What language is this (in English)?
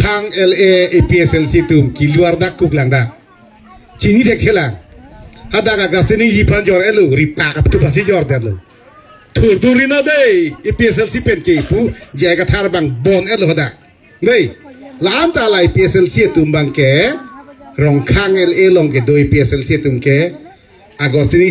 Karbi